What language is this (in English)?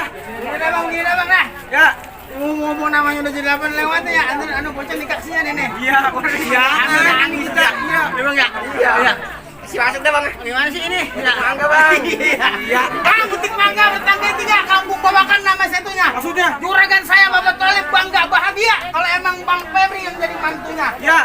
Betawi